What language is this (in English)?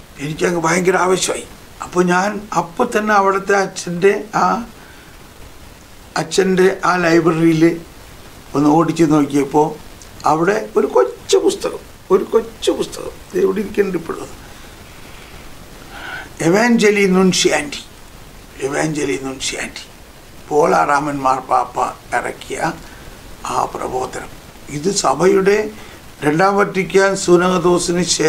Malayalam